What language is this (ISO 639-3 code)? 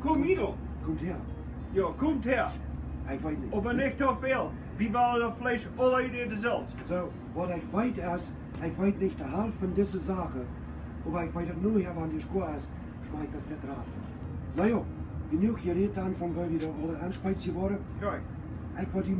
pdt